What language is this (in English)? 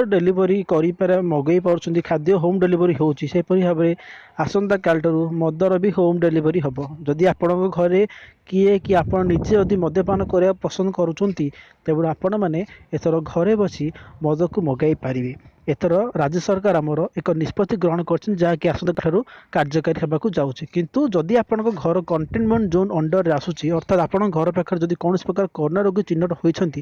Odia